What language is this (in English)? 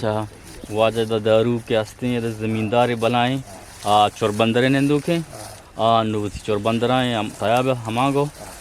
Eastern Balochi